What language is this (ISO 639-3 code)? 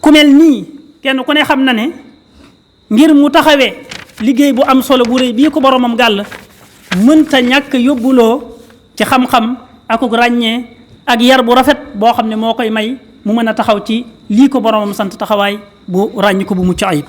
wol